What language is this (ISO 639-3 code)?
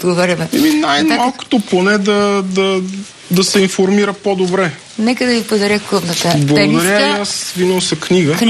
bul